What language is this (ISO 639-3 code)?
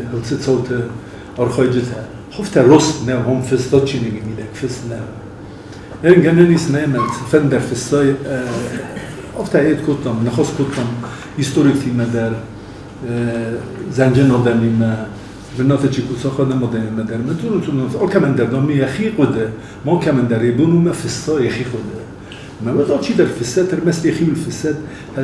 oss